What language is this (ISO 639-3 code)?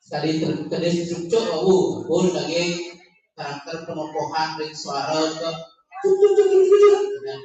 ban